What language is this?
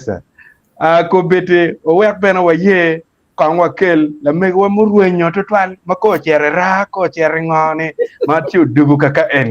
Acoli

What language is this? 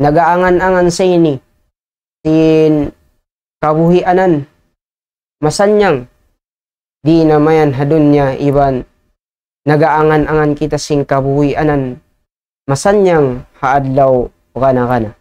Tausug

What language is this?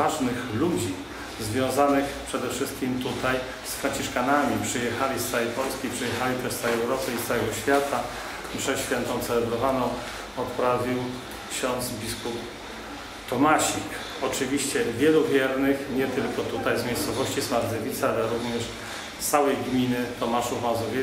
Polish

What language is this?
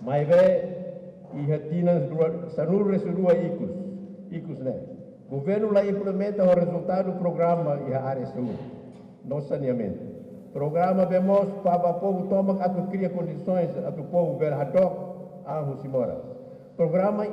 Tetum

